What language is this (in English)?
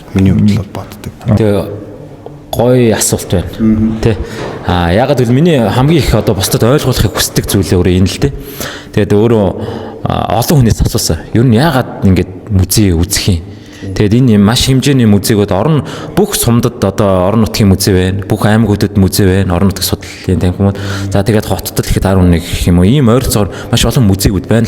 Mongolian